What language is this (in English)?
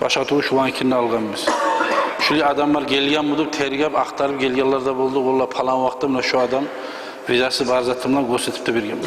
Kumyk